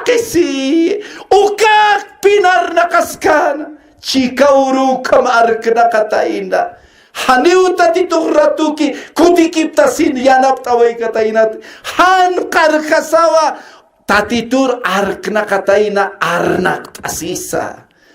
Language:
Aymara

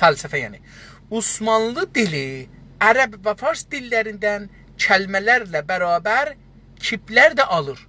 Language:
South Azerbaijani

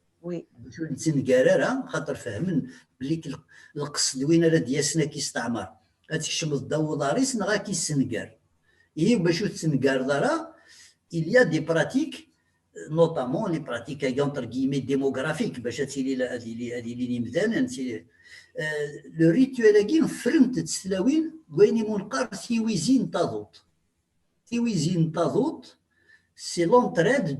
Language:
Kabyle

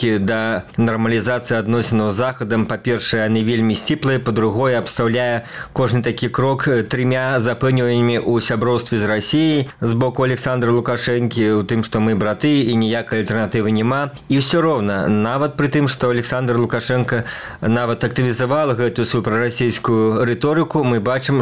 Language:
Belarusian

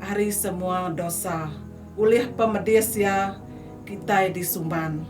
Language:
Iban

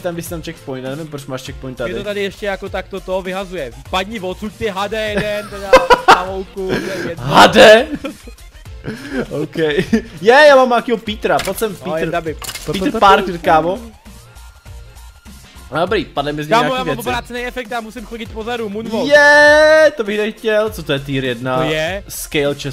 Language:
Czech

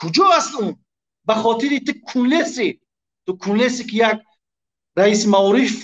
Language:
Tajik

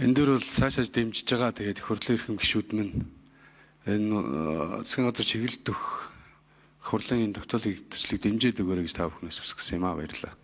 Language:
Mongolian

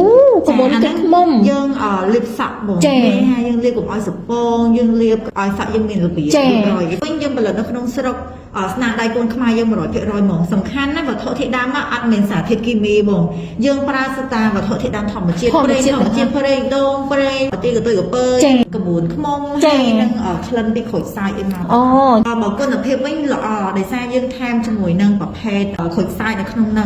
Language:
Khmer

